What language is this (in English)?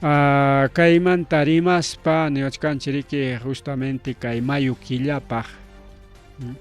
Ayacucho Quechua